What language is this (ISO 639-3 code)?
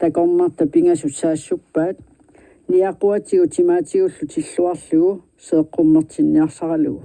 kal